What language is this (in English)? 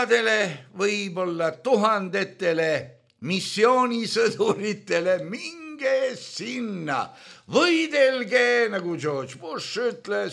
Estonian